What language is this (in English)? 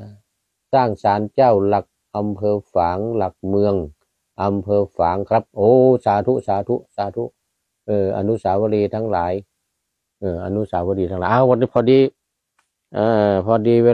Thai